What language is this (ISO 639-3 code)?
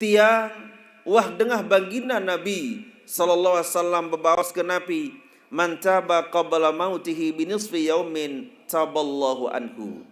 sas